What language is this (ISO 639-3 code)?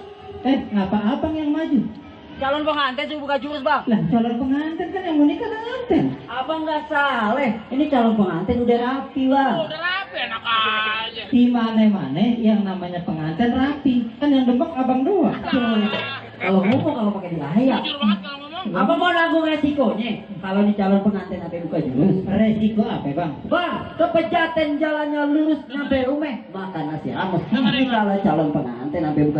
bew